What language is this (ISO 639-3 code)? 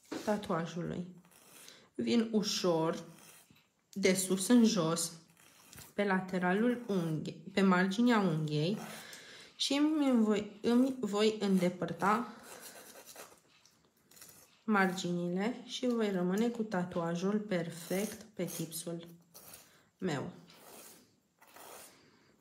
ron